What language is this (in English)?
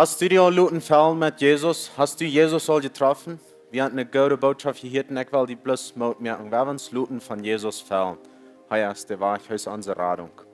Plautdietsch